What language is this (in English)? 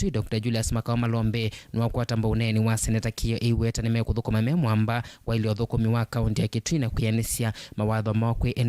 Kamba